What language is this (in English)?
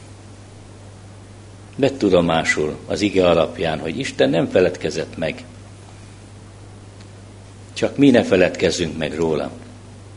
Hungarian